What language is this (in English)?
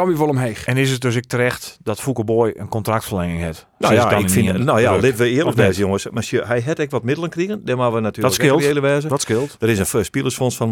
Western Frisian